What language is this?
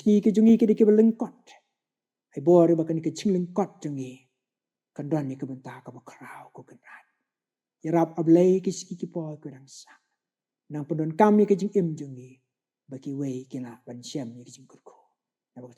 Khasi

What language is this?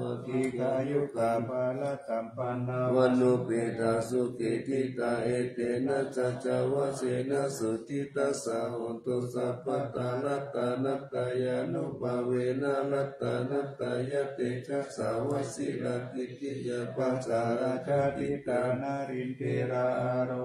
Pali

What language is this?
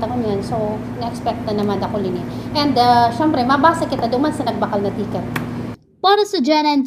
Bikol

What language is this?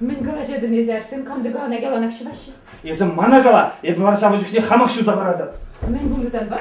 Chuvash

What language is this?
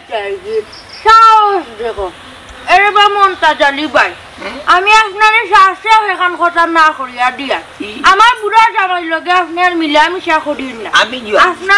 Sylheti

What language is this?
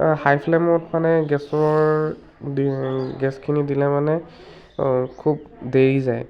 Assamese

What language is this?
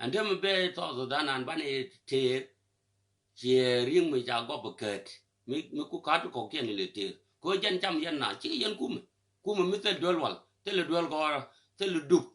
Nuer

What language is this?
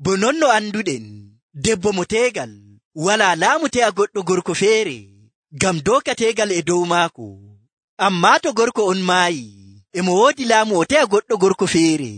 Nigerian Fulfulde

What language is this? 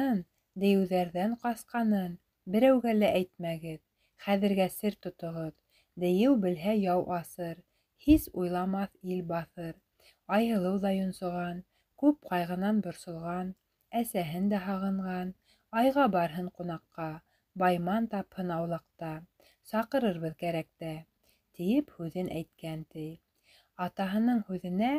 Bashkir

